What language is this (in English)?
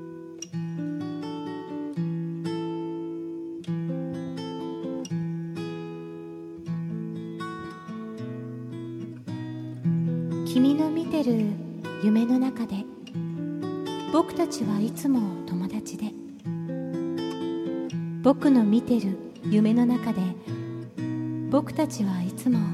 Japanese